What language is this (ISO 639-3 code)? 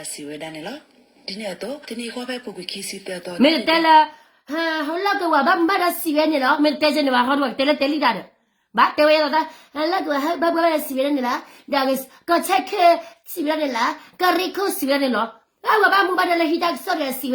ksw